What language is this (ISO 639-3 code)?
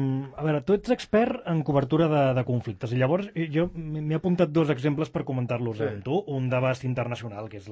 cat